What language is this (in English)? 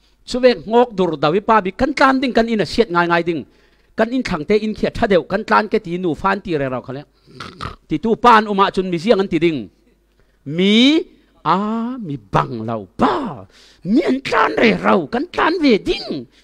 Falam Chin